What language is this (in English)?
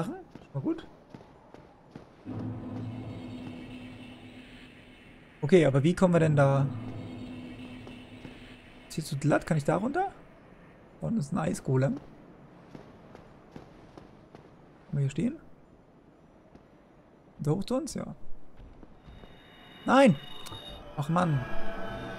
German